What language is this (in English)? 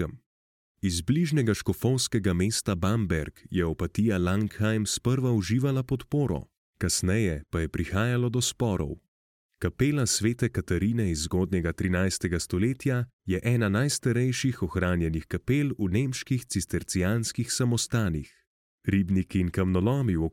Slovenian